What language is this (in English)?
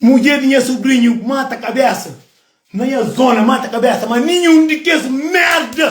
Kabuverdianu